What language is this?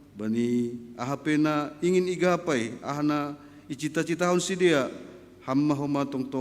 Batak Simalungun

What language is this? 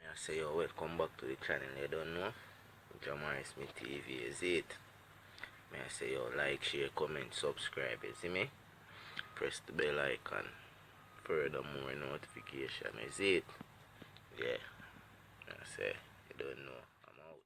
Jamaican Creole English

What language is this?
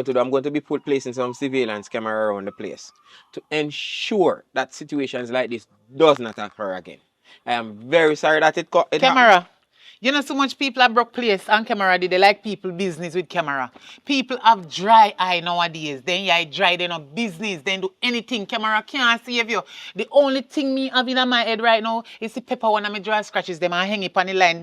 Jamaican Creole English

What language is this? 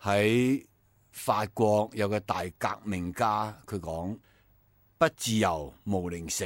Cantonese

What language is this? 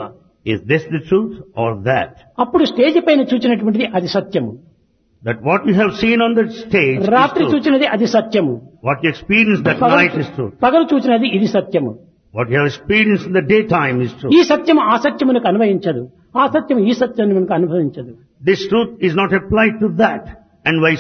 Telugu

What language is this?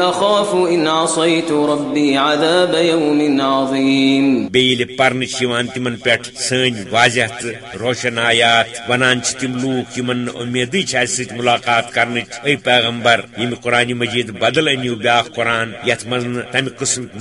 Kashmiri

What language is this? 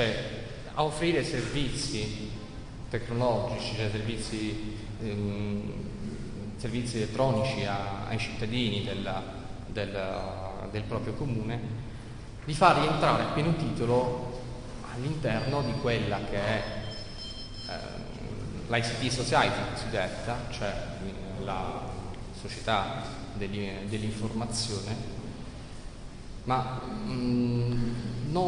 Italian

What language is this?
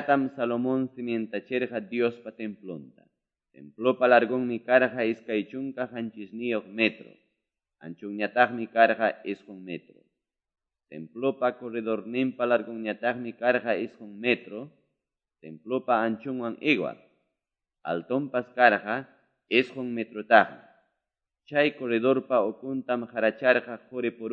Quechua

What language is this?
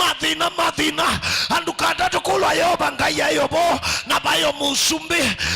Kamba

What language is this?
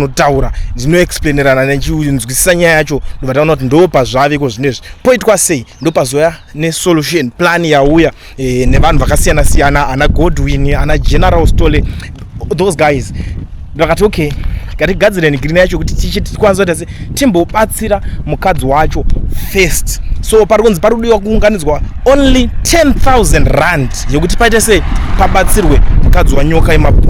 Shona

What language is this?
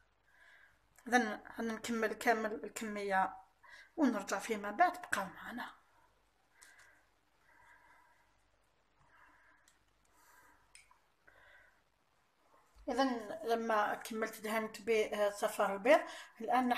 Algerian Arabic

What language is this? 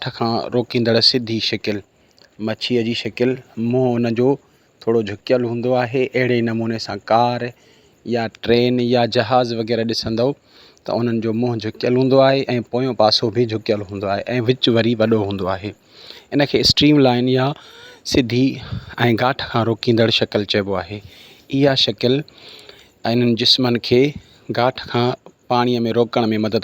Sindhi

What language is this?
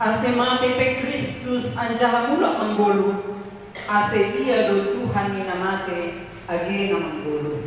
Batak Simalungun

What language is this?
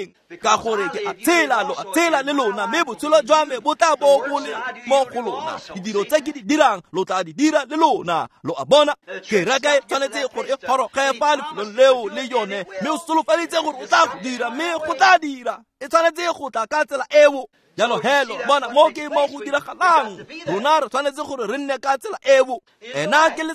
Tswana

